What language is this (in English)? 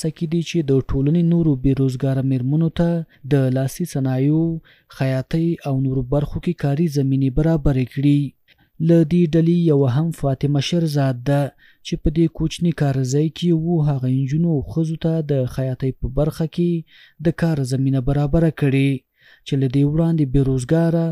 Pashto